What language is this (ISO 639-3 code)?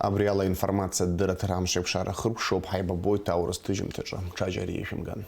abk